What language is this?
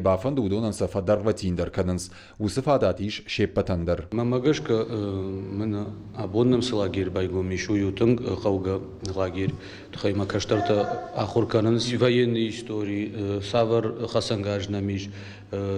Ossetic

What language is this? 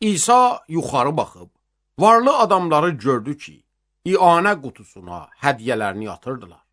Azerbaijani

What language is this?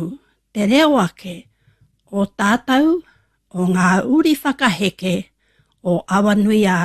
Māori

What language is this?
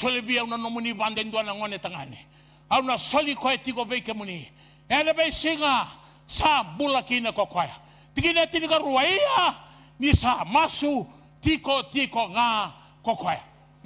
Fijian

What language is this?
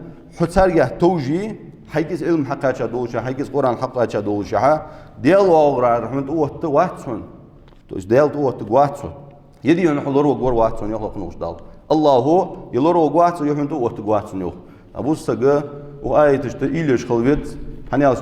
Ingush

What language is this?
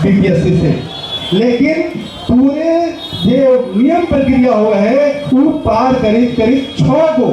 Magahi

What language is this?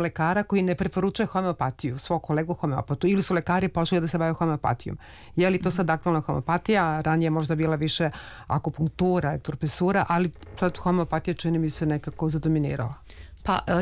Serbian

